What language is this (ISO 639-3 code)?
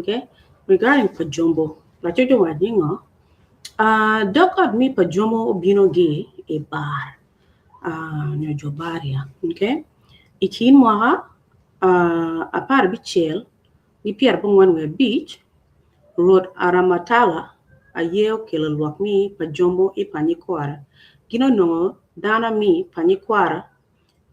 ach